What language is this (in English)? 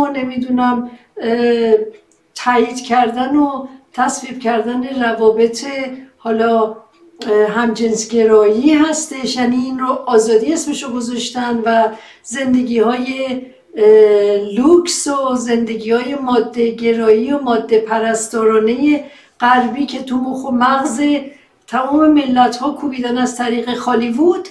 Persian